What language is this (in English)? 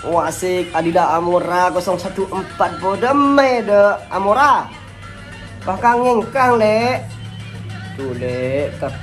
Madurese